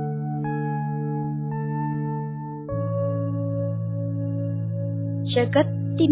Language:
Kannada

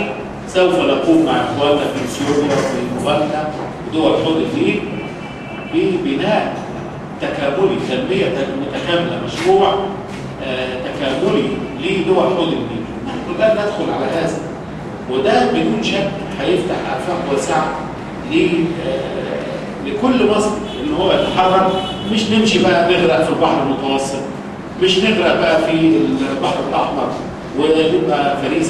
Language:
Egyptian Arabic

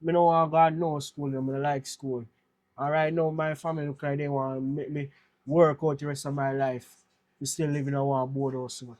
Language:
Jamaican Creole English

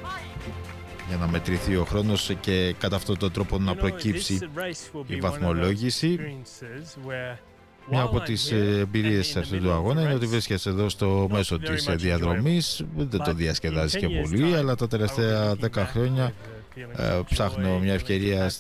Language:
Greek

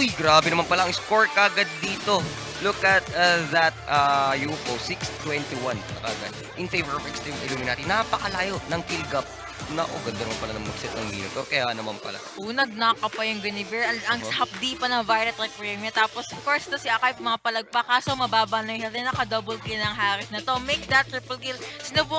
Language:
Filipino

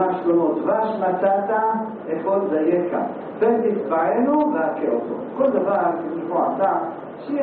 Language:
Hebrew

